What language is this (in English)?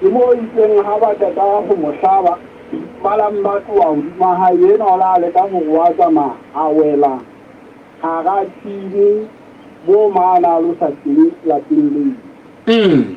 Southern Sotho